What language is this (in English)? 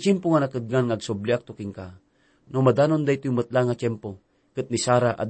Iloko